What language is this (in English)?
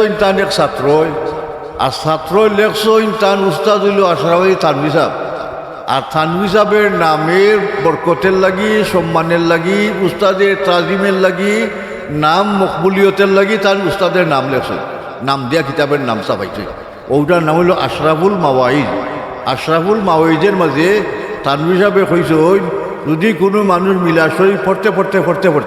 Sylheti